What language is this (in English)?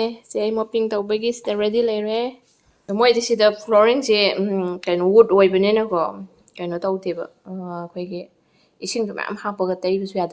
Manipuri